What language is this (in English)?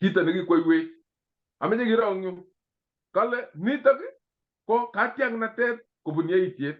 Kalenjin